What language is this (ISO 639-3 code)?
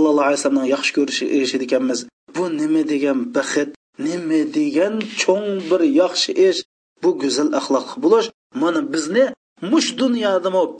uig